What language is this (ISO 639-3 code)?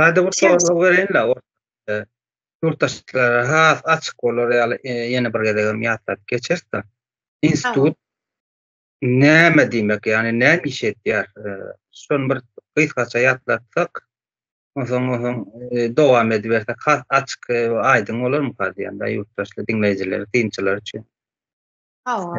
tuk